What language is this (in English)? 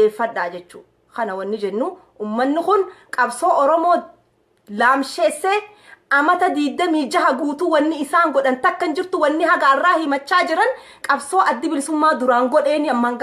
Oromo